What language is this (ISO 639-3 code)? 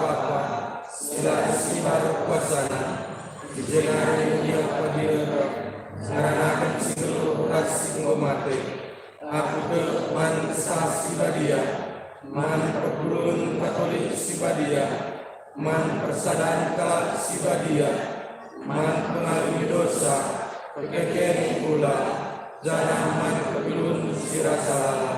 btx